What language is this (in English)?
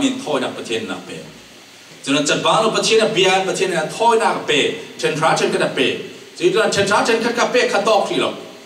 Falam Chin